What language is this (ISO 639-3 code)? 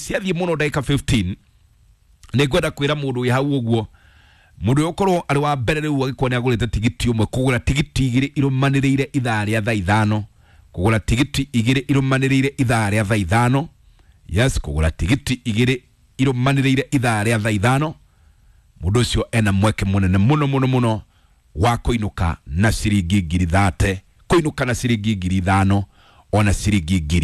kik